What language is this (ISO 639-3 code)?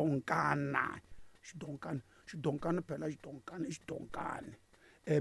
tso